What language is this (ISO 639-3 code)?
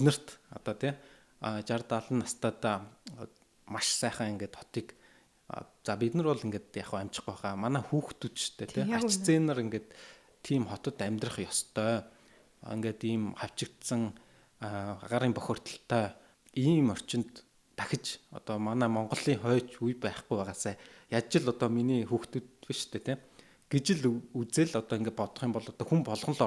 mon